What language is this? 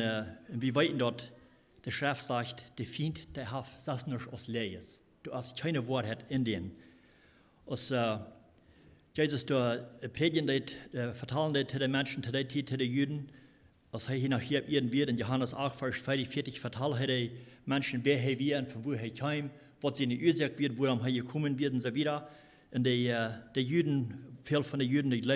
Plautdietsch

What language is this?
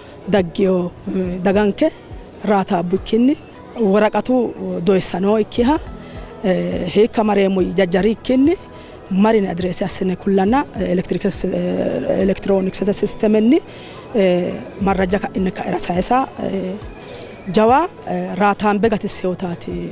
Sidamo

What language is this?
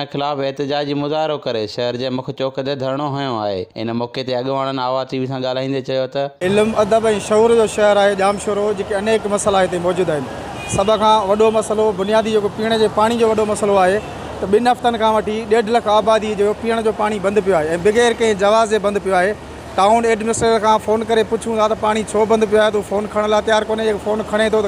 Sindhi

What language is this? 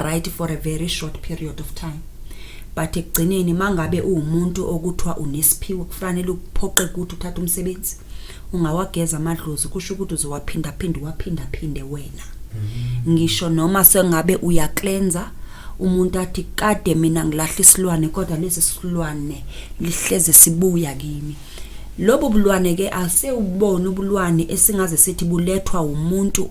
Zulu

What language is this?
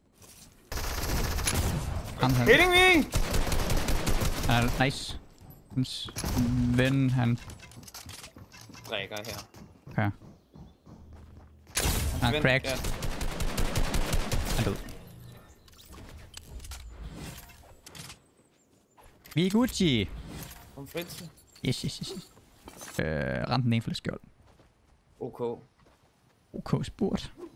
Danish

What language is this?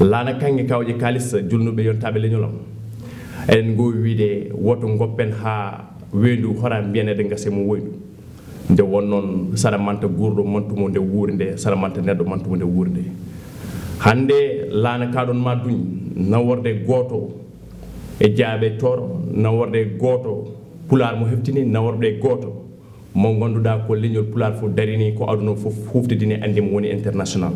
Fula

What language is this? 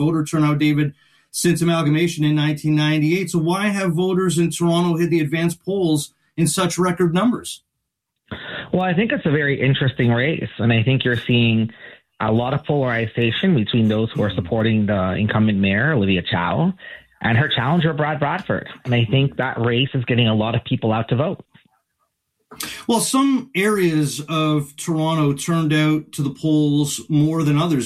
English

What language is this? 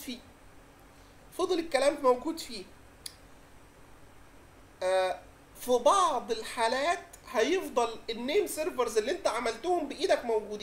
Egyptian Arabic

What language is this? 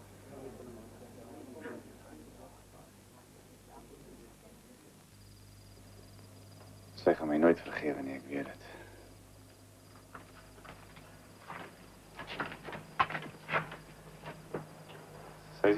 Afrikaans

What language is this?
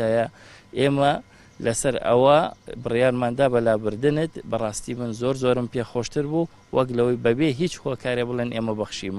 Central Kurdish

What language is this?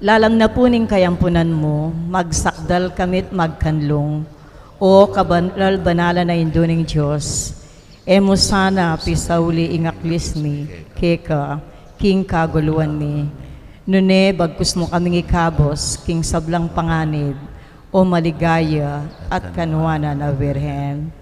Pampanga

